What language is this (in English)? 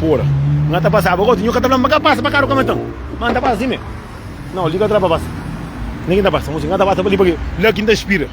Kabuverdianu